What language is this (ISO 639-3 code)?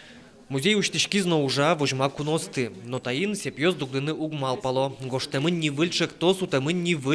udm